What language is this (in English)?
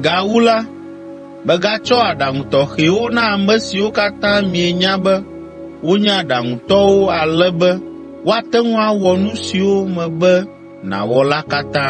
Ewe